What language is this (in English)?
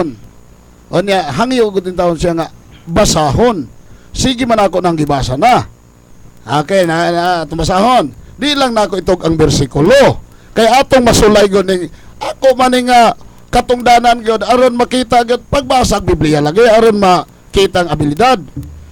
Cebuano